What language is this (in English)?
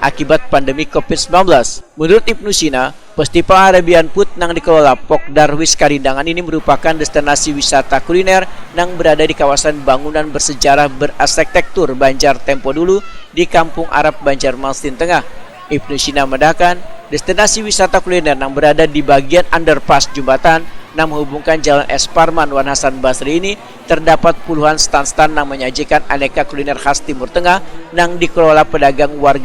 Banjar